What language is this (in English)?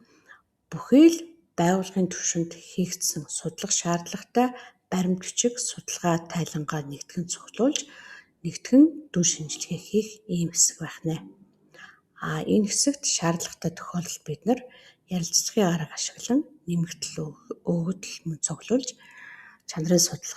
Mongolian